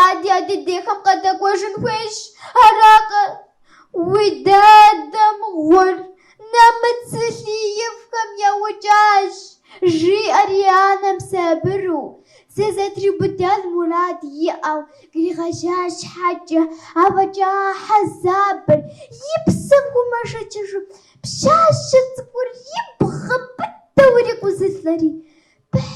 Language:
Kabardian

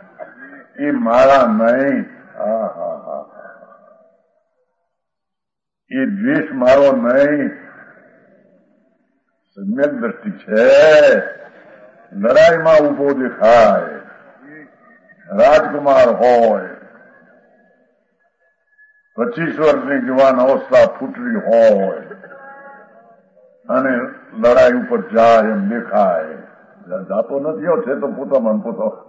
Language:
Gujarati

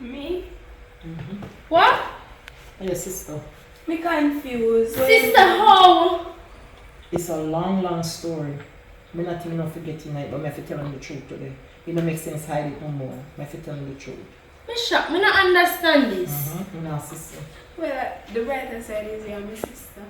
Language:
Jamaican Creole English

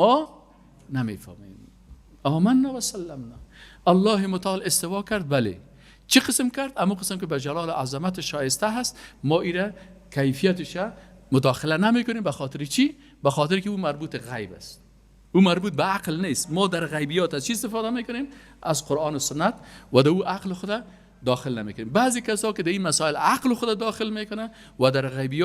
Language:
Persian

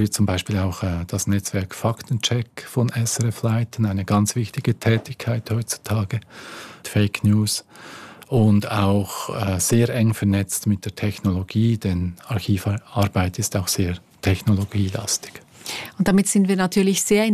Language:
German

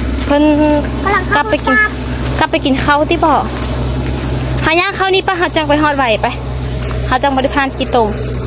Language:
Lao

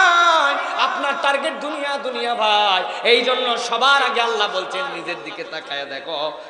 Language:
Bangla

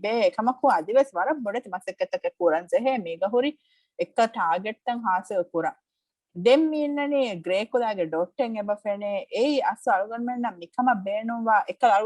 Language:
Divehi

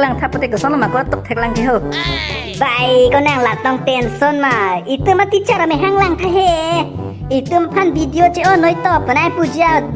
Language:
Karbi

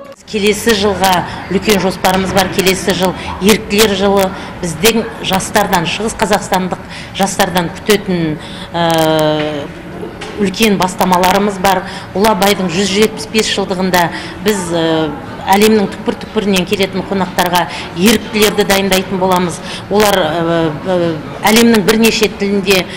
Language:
Kazakh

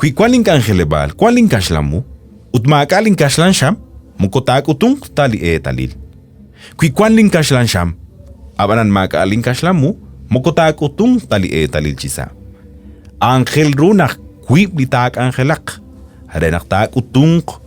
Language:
Kekchí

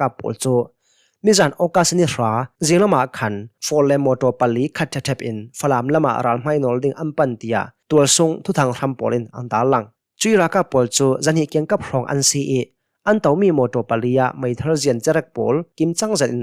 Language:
Hakha Chin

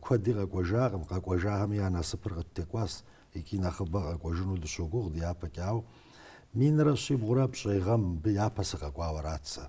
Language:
Kabardian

